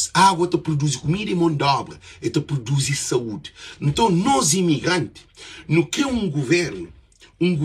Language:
Kabuverdianu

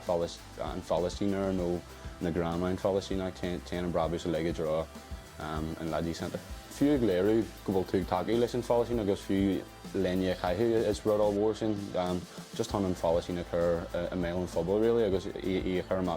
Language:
Irish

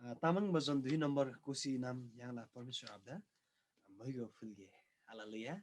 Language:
Eastern Tamang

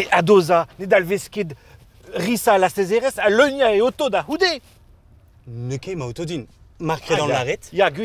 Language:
Breton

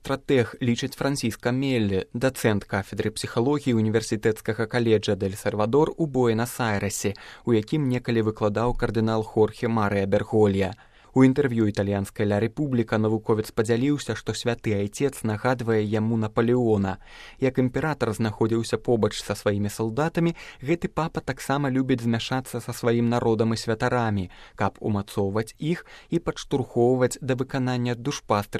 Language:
Belarusian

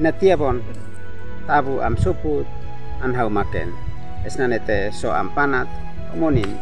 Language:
Uab Meto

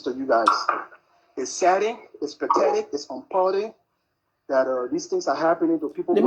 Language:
Nigerian Pidgin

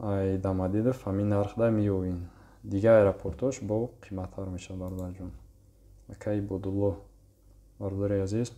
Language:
Tajik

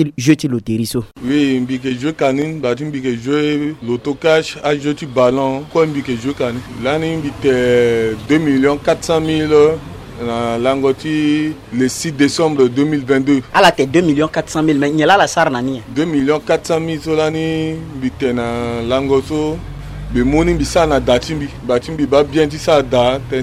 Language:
Sango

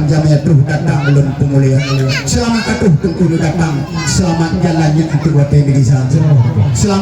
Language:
Achinese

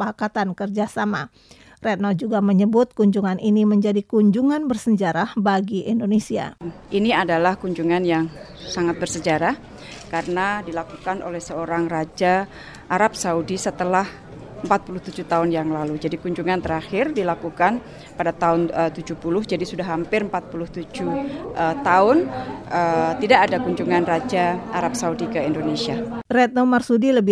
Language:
Indonesian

